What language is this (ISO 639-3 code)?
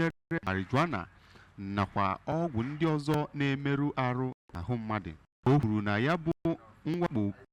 ibo